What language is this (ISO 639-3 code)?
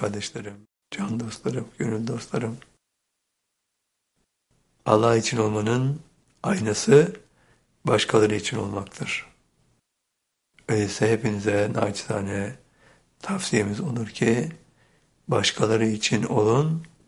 tur